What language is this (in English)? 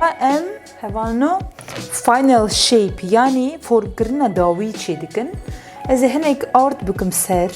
Kurdish